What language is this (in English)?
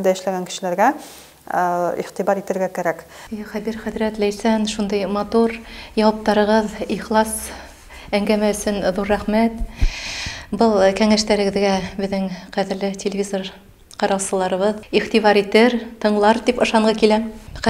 Bashkir